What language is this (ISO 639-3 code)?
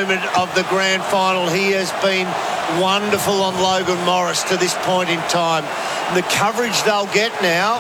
eng